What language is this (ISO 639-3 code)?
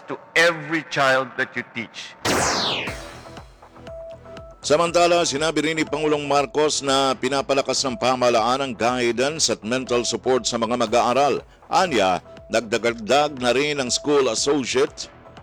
fil